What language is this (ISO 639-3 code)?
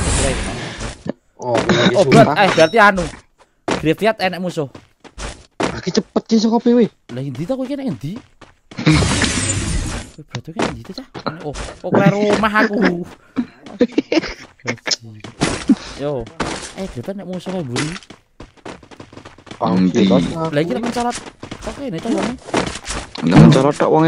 jav